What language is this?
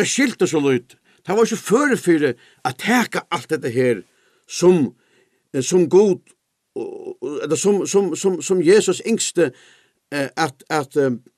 Faroese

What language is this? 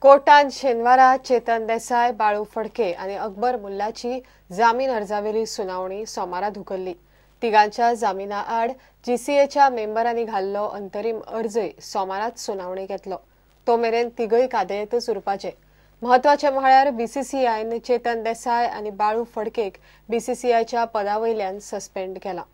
Konkani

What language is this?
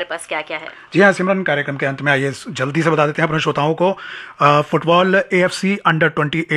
Hindi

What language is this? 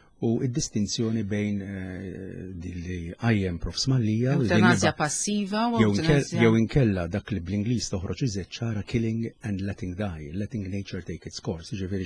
Maltese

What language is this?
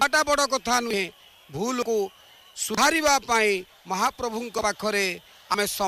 Odia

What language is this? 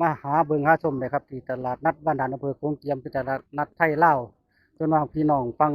Northeastern Thai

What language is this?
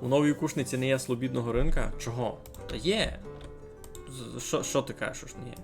Rusyn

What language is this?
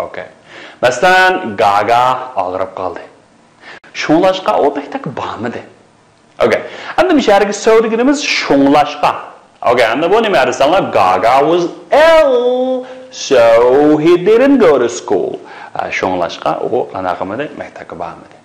Uyghur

